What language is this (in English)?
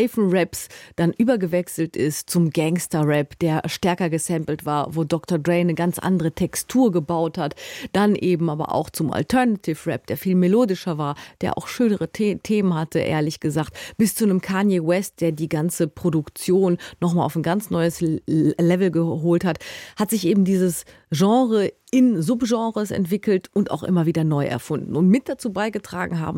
German